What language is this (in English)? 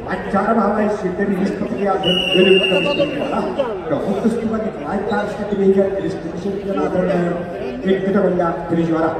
Yakut